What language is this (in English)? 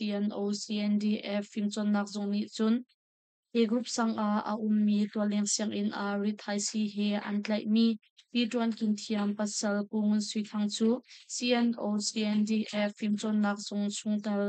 Hakha Chin